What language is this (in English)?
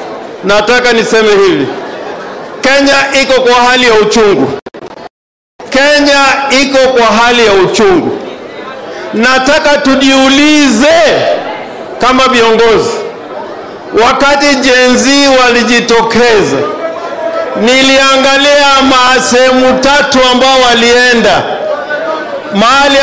Swahili